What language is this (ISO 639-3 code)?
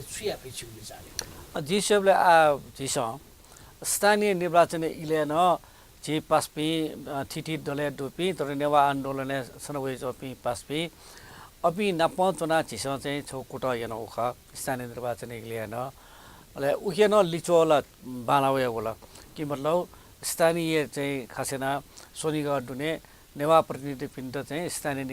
new